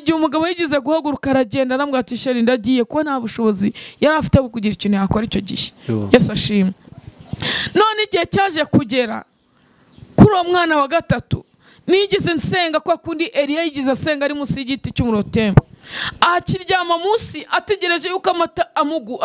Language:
Kinyarwanda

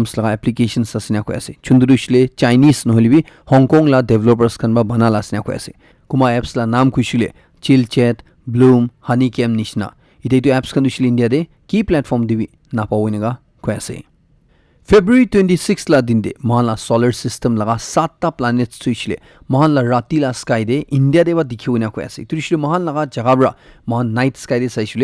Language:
Naga Pidgin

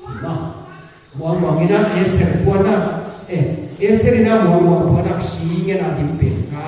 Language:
Paite Chin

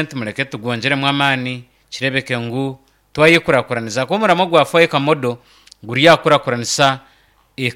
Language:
Nyankole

